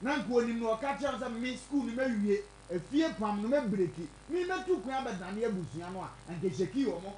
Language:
Akan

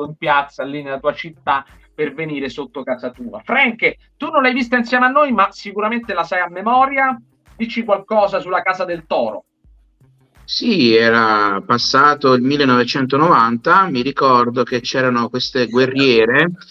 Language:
Italian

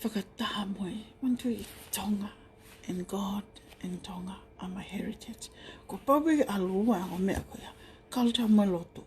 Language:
Tongan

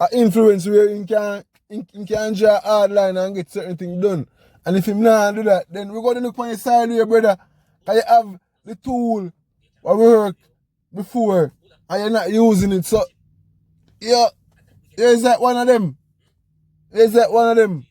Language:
Jamaican Creole English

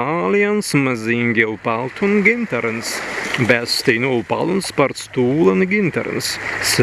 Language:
Prussian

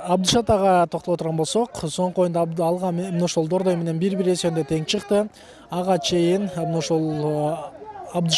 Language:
Kyrgyz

